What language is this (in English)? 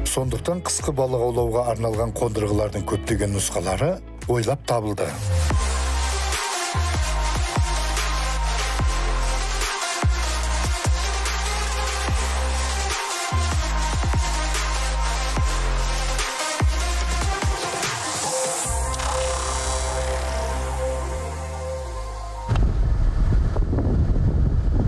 Kazakh